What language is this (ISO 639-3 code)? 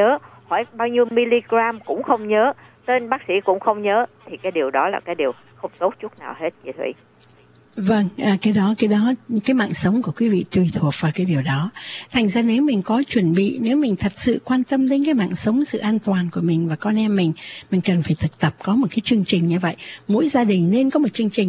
vie